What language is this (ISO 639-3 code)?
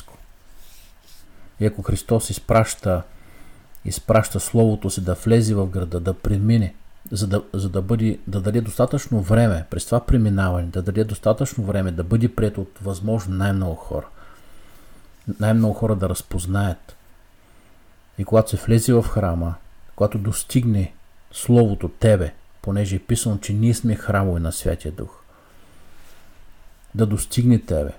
bul